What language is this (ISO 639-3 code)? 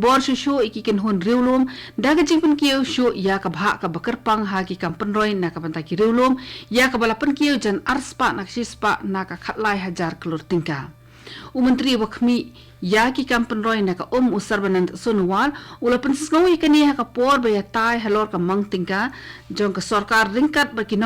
kha